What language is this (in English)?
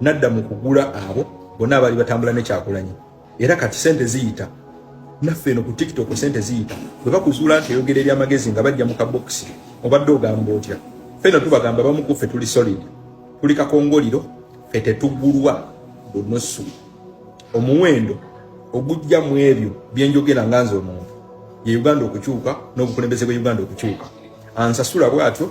Ganda